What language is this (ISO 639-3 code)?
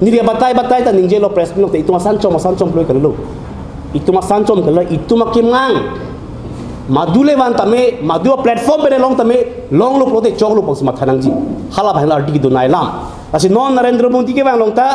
mjw